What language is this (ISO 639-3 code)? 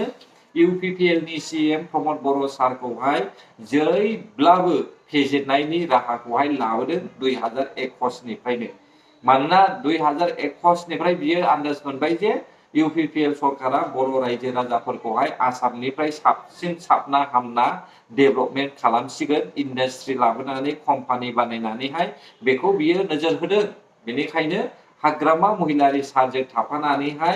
brx